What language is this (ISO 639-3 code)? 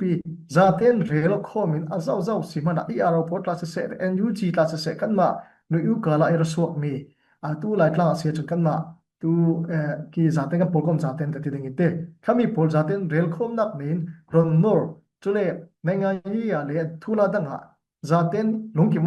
cfm